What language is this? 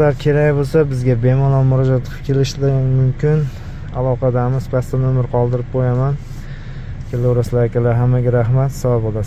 Uzbek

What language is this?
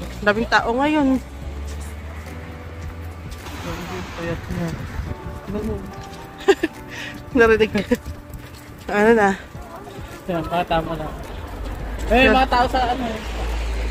Filipino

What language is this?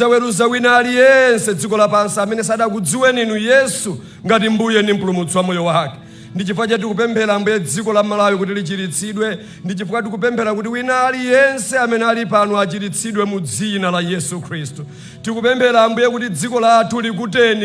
Nyanja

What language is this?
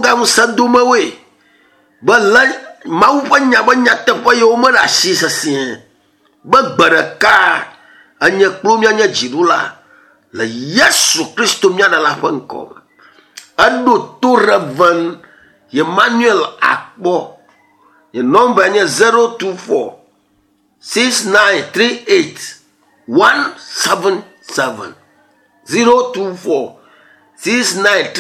Ewe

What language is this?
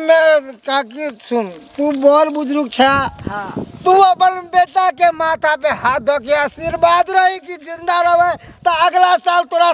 Maithili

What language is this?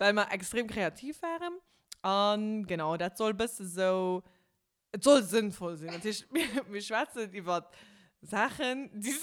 Luxembourgish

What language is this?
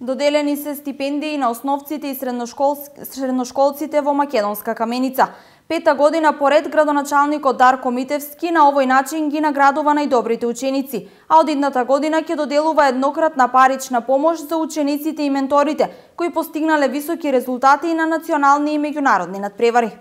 Macedonian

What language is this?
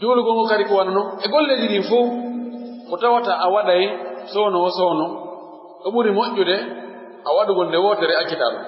Pular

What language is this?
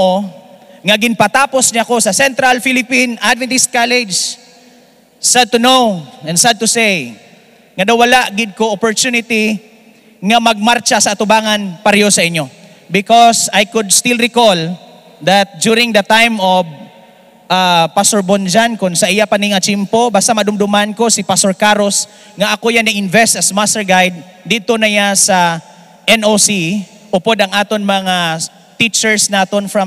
Hiligaynon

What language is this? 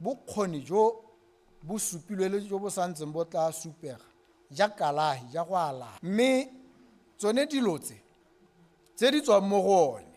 Tswana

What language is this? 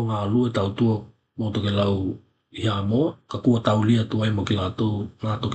Tokelau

